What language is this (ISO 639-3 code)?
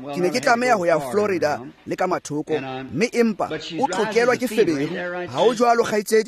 tsn